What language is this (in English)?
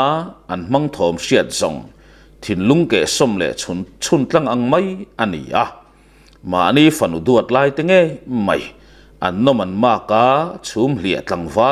Mizo